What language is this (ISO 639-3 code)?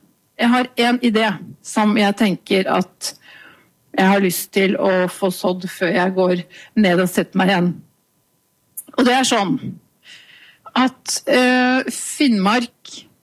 nor